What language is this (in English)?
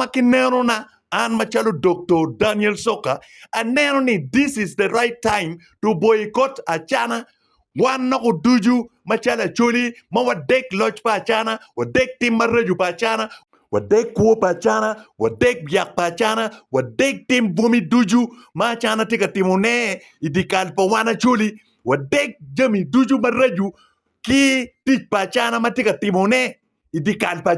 Acoli